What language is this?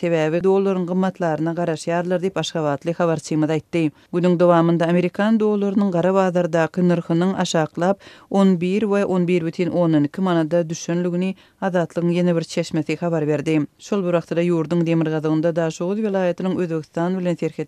Turkmen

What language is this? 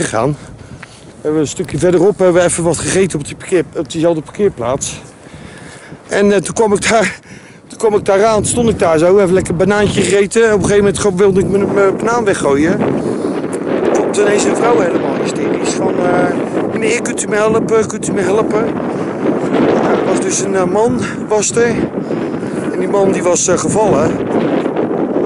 Dutch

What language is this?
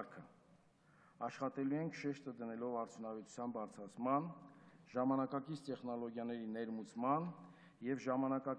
Armenian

